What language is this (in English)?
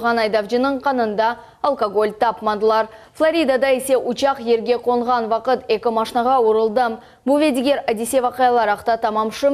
Crimean Tatar